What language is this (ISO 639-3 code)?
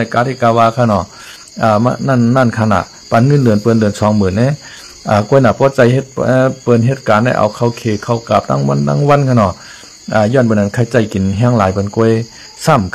shn